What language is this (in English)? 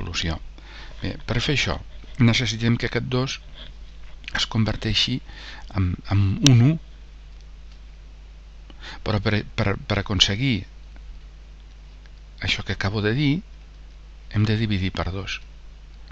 Catalan